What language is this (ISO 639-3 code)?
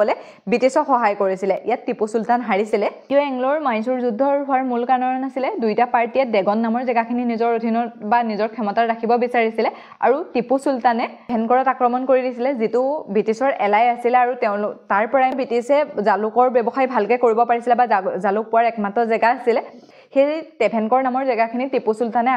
asm